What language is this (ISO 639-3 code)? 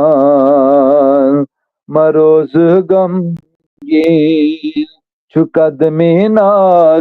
kas